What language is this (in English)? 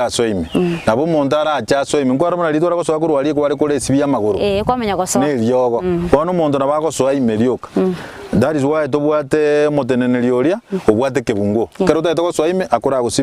Gusii